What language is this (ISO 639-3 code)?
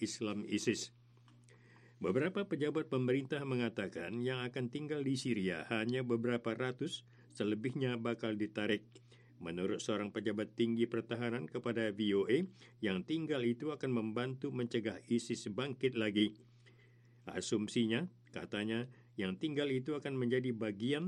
ind